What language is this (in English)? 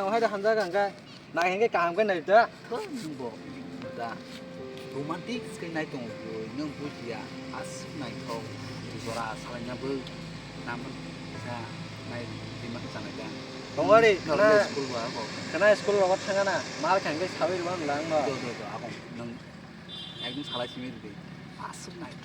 Kok Borok